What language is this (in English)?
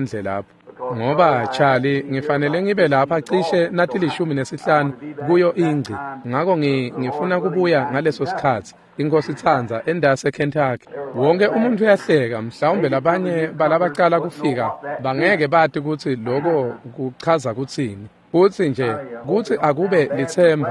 Swati